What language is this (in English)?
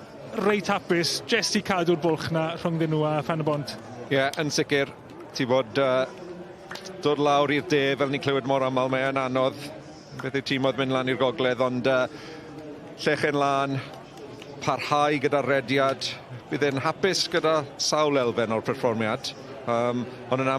Welsh